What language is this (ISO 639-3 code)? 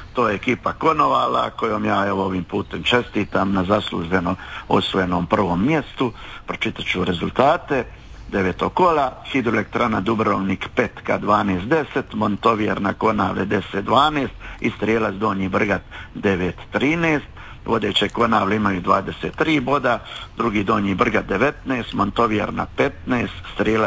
hrv